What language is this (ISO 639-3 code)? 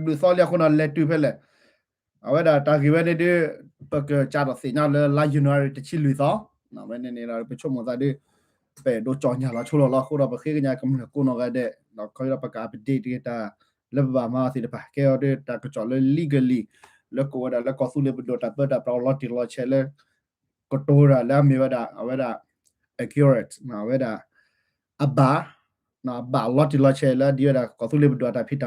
ksw